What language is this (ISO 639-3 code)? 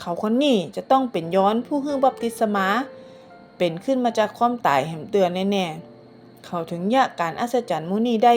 nod